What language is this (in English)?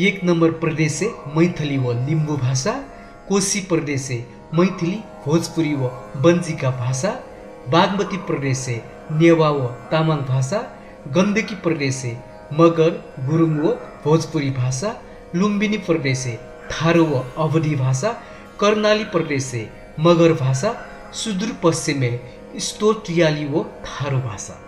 Newari